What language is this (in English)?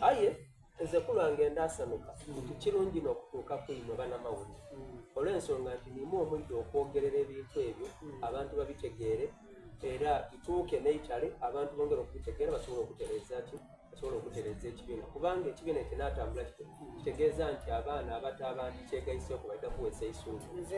Soga